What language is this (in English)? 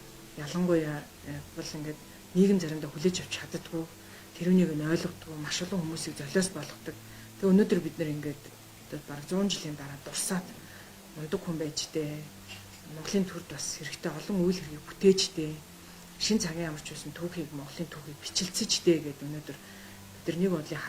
Mongolian